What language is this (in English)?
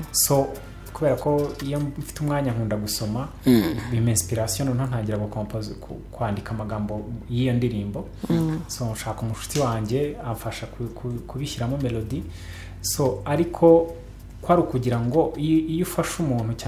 Kinyarwanda